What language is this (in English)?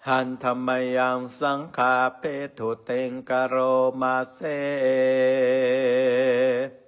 Pali